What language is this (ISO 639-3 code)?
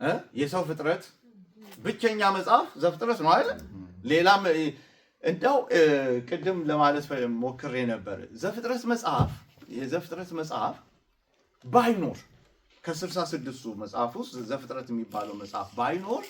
amh